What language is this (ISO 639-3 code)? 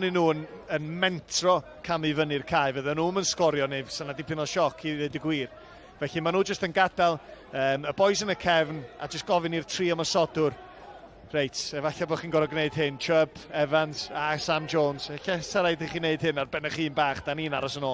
cym